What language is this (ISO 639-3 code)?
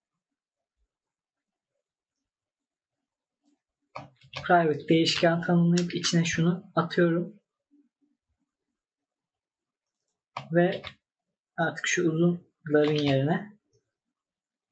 tur